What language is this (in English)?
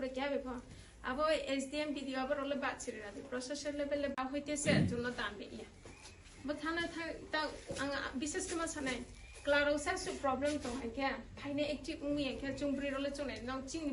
Riang (India)